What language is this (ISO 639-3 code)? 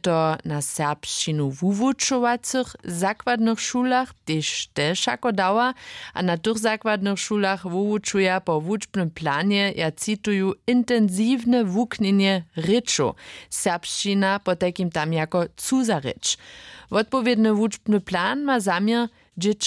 hsb